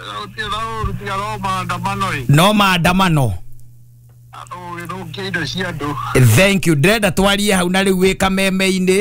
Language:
Kikuyu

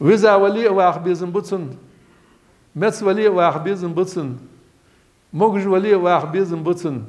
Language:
Ingush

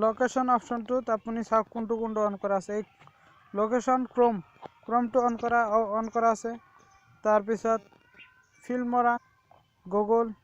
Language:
Assamese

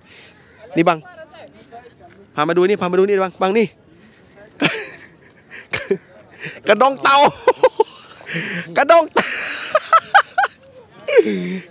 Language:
Thai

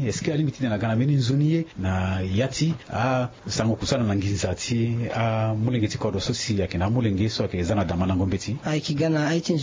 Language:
Sango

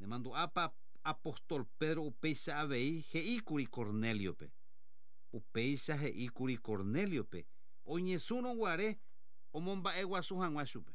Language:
Guarani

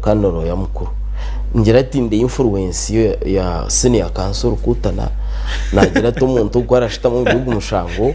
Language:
Nyankole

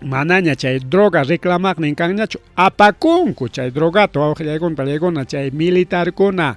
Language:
Ayacucho Quechua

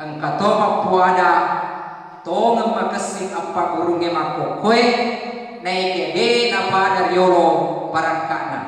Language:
Buginese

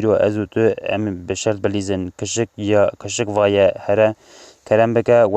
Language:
Kurdish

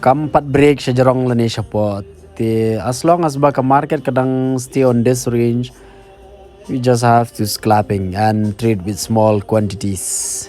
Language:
Khasi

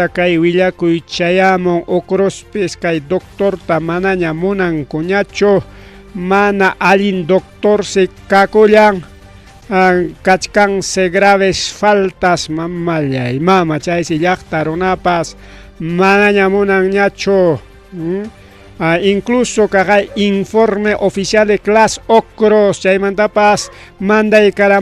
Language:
Ayacucho Quechua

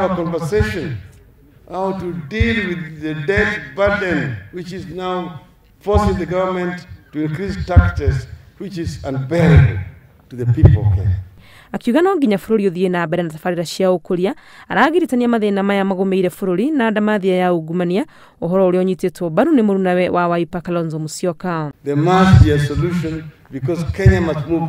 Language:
Kikuyu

